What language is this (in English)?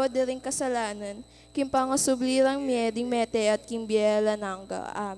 Pampanga